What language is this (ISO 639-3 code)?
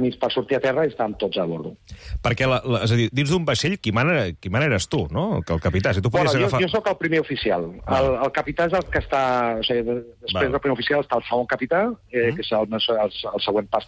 cat